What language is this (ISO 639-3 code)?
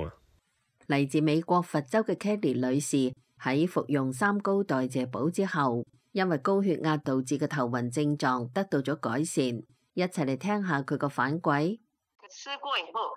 yue